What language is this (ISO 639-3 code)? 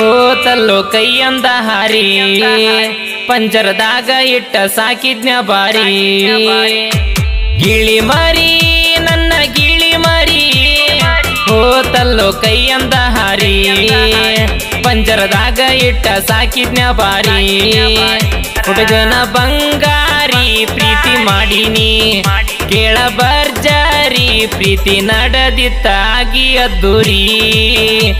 kan